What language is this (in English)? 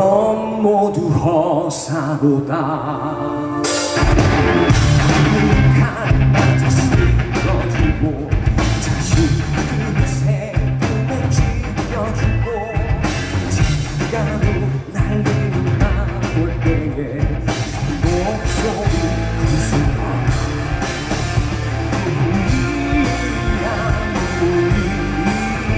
Korean